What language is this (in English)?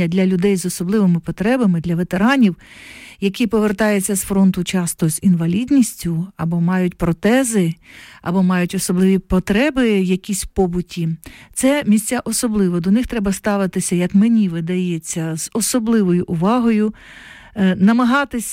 Ukrainian